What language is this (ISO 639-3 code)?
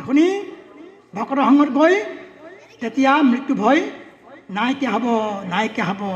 asm